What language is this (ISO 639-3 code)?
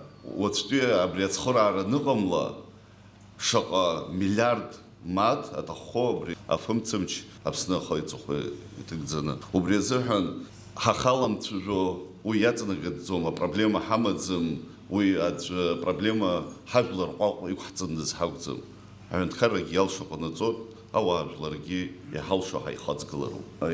abk